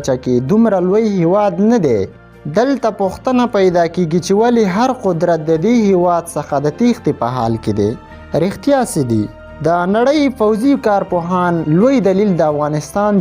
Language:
Pashto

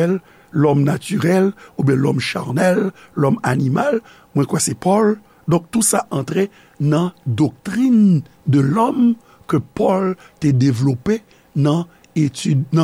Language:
Haitian Creole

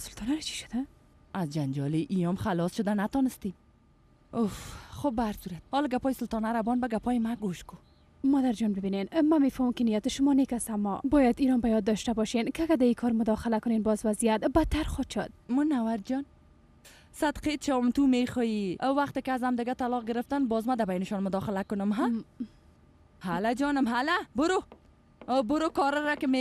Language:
Persian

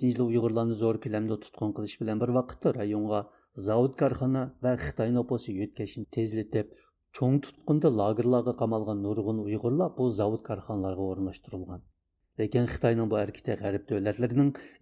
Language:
Uyghur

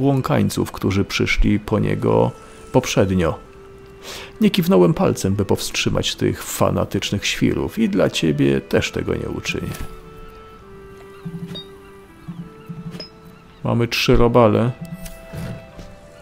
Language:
Polish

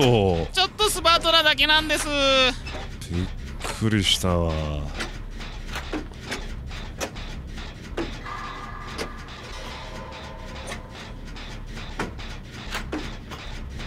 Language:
Japanese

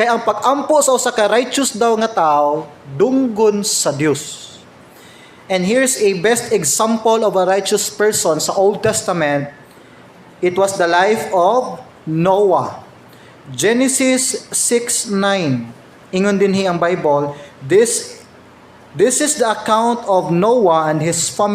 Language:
Cebuano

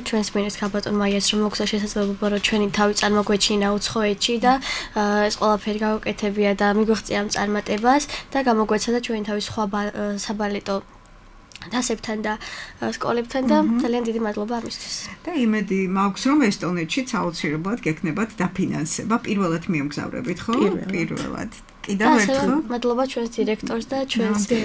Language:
Georgian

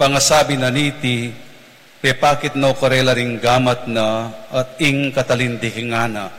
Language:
Pampanga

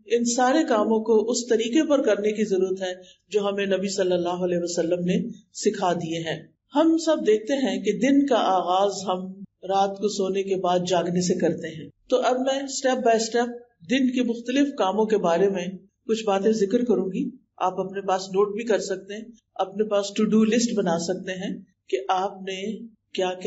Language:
Urdu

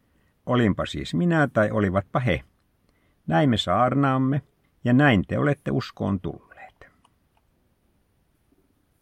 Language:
Finnish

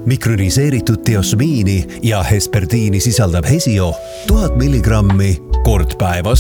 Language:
Estonian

